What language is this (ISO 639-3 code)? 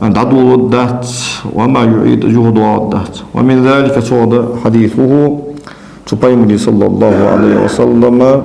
inh